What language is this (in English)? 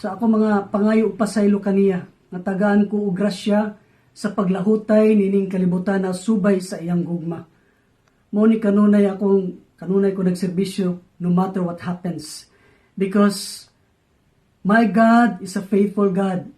Cebuano